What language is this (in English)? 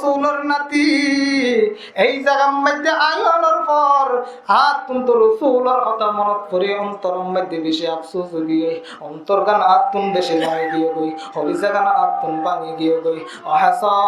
Rohingya